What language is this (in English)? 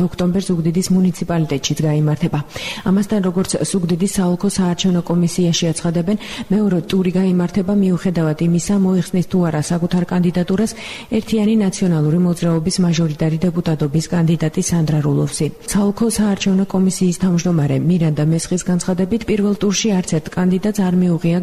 Georgian